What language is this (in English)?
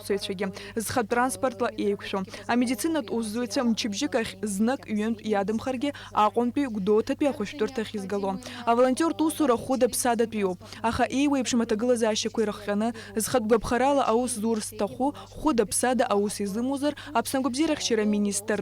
Abkhazian